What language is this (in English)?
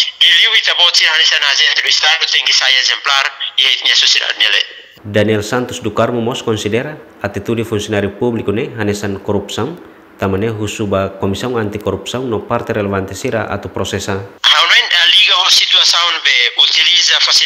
Tetum